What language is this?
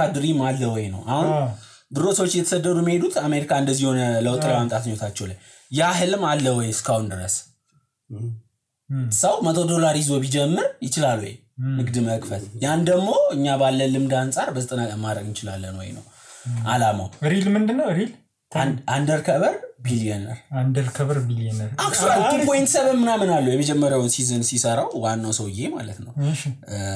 Amharic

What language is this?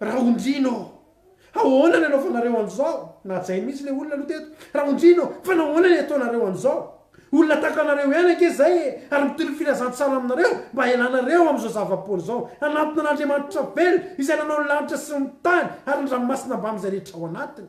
Malagasy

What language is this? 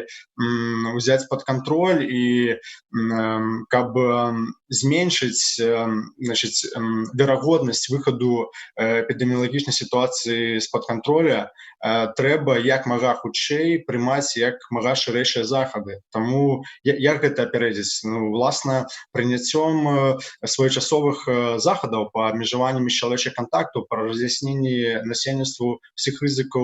Belarusian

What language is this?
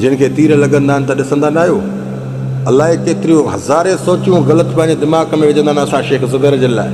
Sindhi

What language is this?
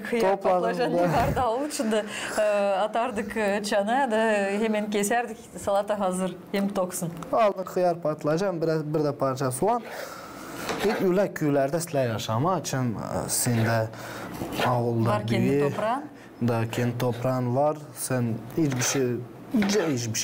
Gagauz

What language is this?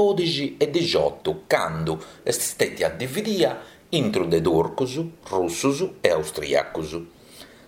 Sardinian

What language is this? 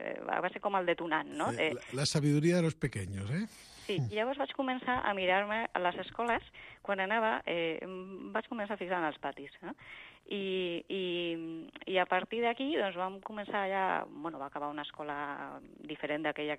Catalan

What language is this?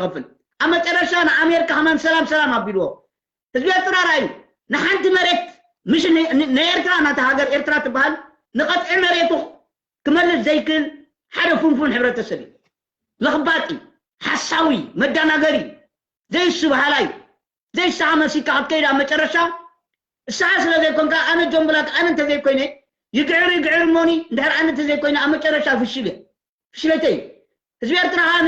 Tigrinya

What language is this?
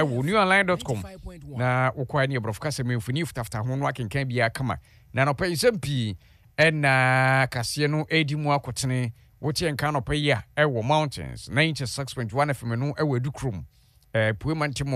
Akan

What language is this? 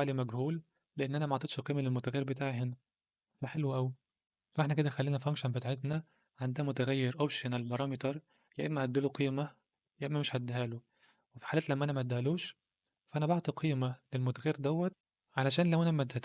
Egyptian Arabic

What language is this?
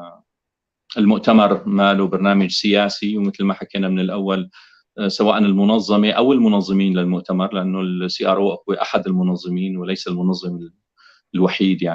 North Levantine Arabic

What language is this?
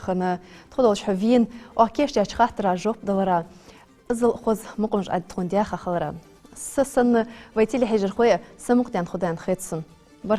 Ingush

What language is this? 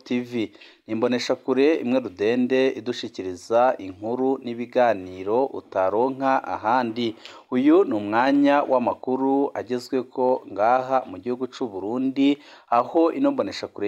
Rundi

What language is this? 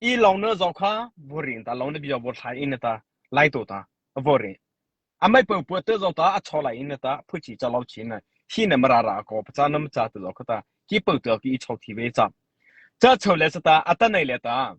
Mara Chin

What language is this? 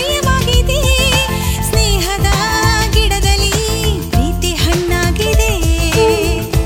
Kannada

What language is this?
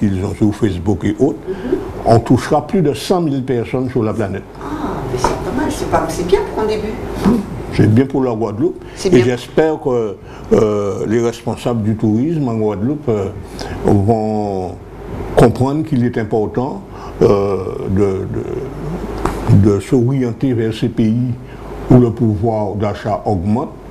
French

